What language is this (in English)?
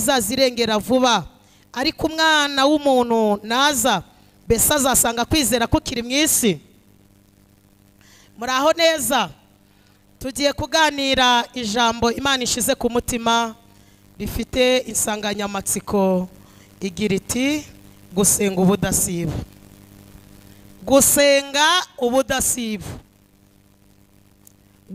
Kinyarwanda